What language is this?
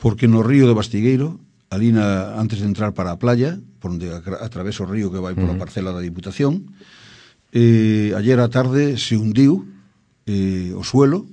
Galician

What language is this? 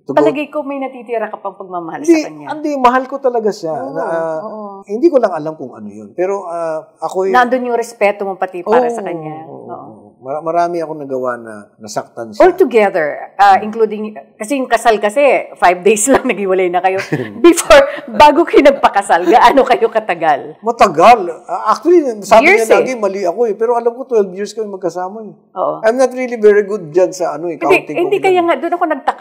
Filipino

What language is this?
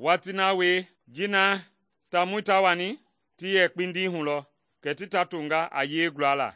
Mende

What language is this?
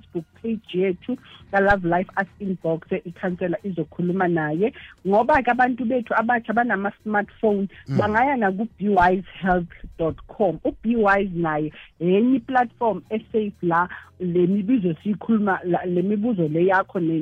South Ndebele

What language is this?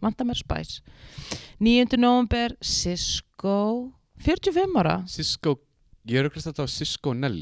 Icelandic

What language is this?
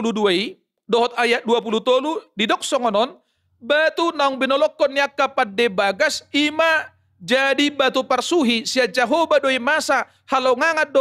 Batak Toba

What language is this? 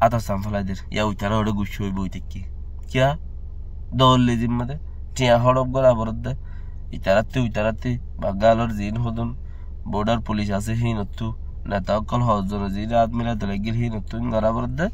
Rohingya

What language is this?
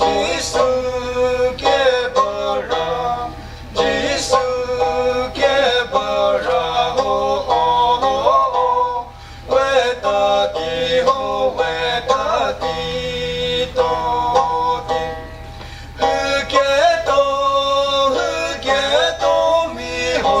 Chokri Naga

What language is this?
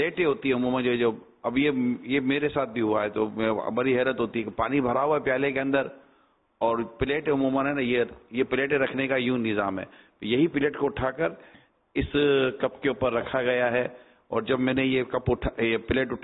Urdu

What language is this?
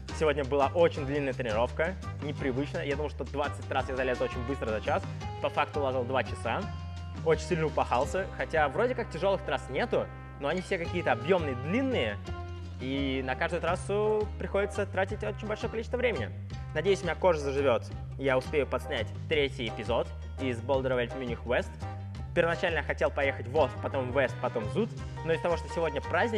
Russian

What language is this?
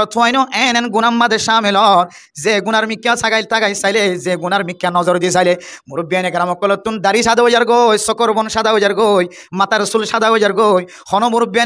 Rohingya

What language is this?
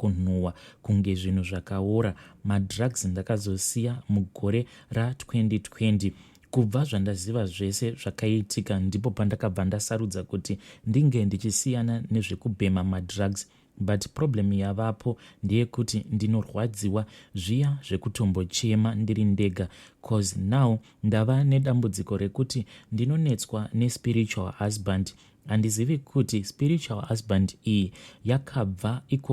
Shona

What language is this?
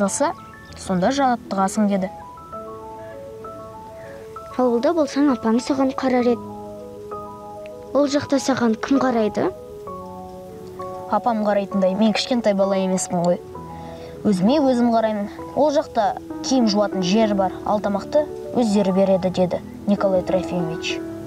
Kazakh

